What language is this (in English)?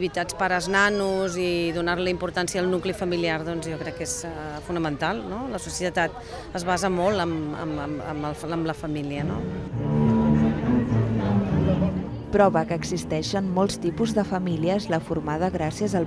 Catalan